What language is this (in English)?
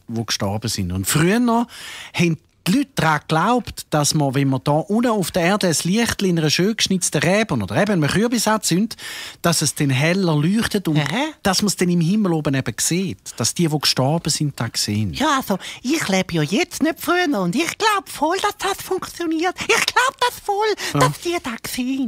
Swiss German